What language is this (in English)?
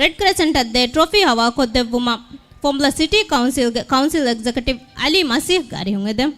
Divehi